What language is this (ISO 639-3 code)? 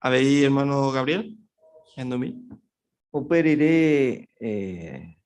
grn